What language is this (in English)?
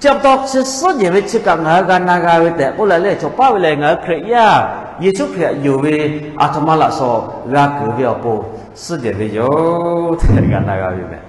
Lahu